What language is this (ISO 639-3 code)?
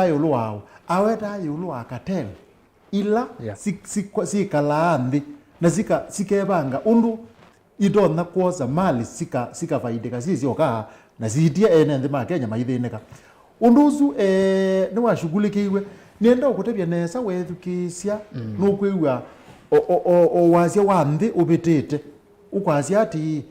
kam